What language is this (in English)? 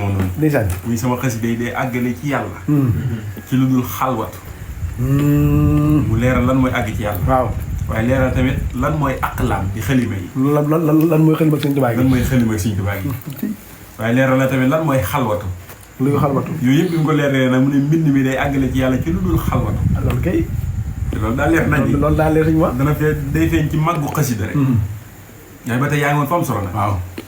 Wolof